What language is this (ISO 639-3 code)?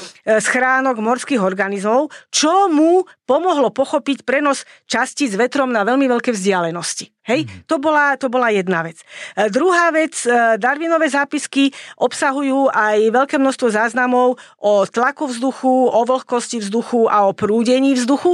slk